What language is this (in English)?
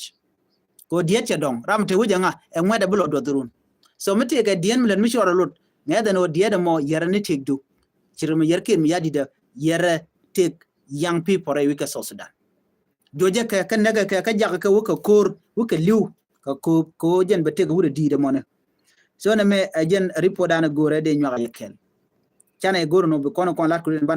Nuer